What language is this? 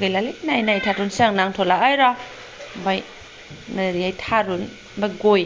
Bodo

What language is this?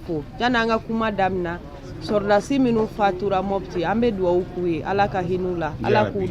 Bambara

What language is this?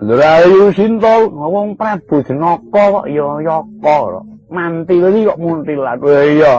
Javanese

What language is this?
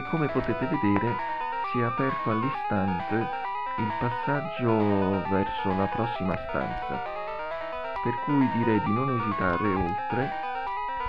Italian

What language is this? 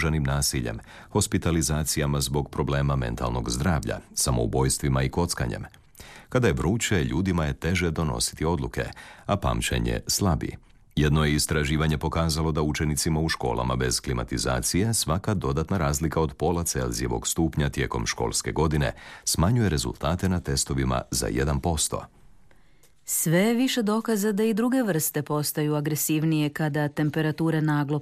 Croatian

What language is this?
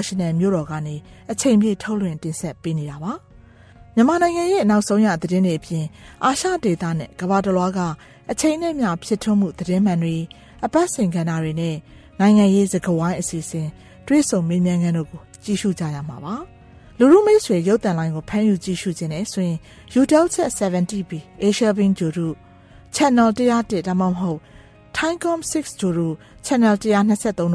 Burmese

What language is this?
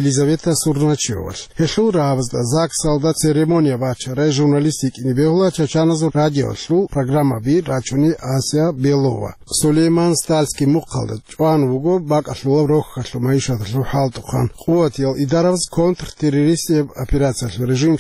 Avaric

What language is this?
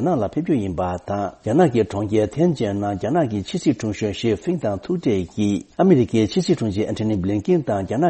Tibetan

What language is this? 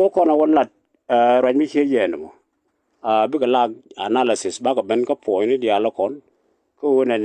Nuer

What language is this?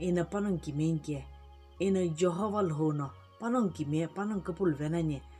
Sumi Naga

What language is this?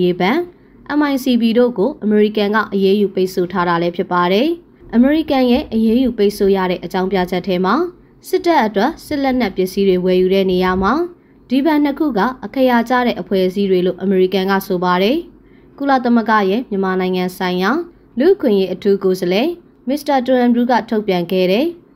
Burmese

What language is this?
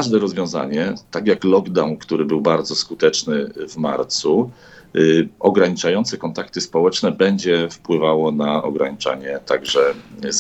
Polish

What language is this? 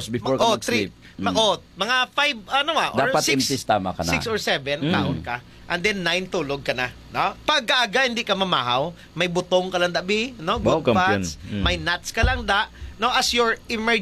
Hiligaynon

